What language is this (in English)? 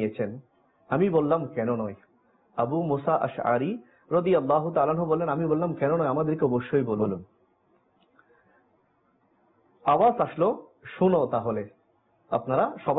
Bangla